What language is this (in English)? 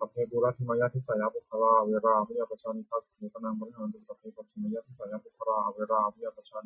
Pali